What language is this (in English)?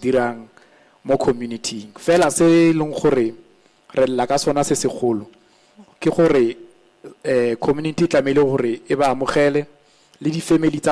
Tswana